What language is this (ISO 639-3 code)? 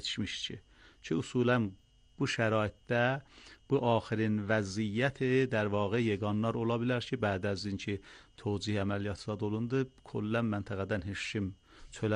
aze